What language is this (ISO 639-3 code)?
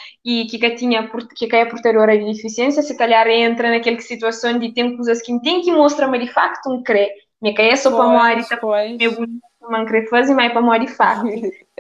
kea